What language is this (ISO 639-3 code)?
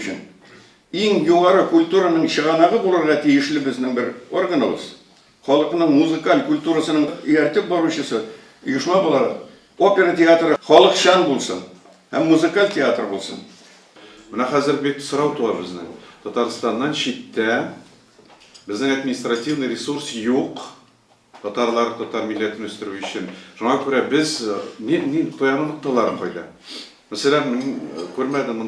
tat